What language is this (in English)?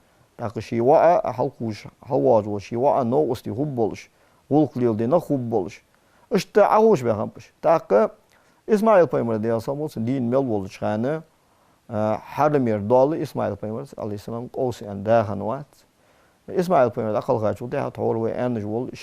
Ingush